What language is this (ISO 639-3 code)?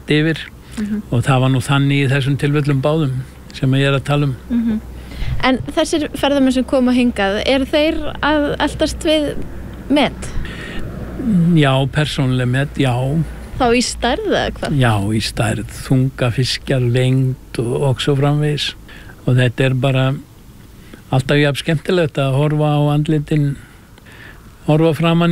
isl